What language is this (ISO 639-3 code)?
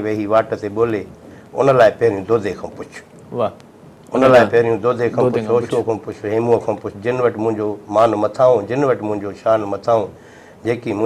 snd